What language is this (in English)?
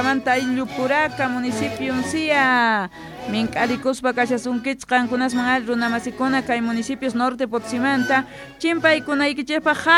Quechua